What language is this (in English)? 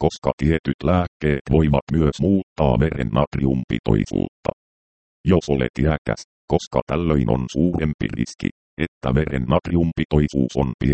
Finnish